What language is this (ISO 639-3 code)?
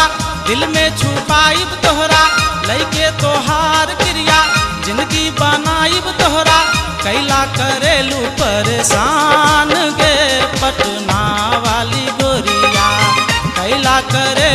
bho